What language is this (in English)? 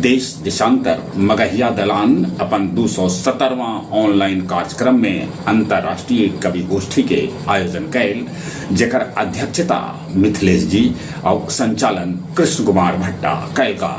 Magahi